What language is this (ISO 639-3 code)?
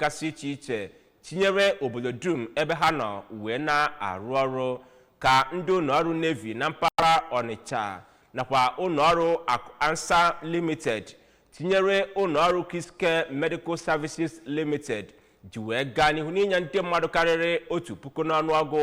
ibo